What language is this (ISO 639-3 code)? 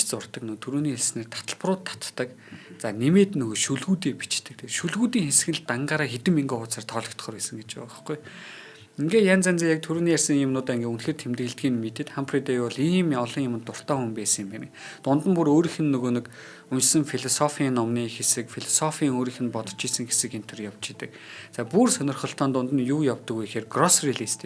mon